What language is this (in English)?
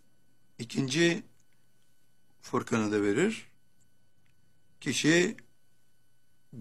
Turkish